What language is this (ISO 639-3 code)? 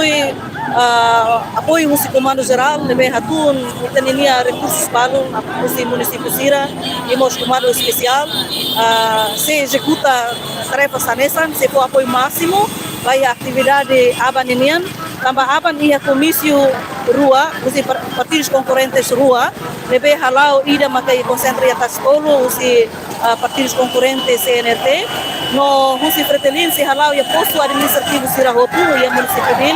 tet